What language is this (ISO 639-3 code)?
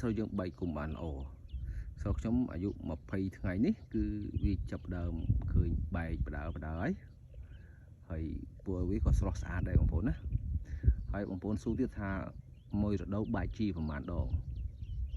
khm